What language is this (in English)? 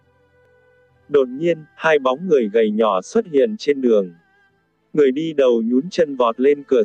Vietnamese